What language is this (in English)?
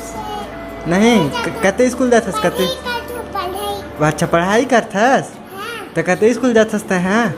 Chhattisgarhi